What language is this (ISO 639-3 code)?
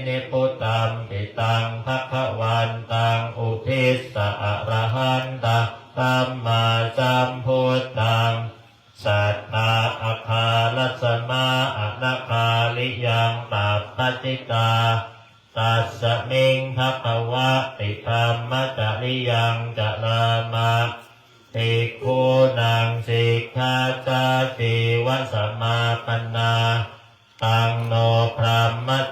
pli